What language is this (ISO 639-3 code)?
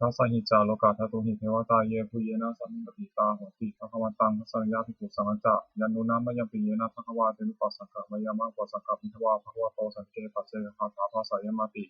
pli